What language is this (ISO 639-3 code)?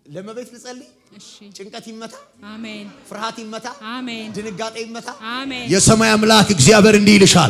amh